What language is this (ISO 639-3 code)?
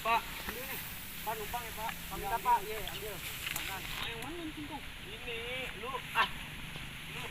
bew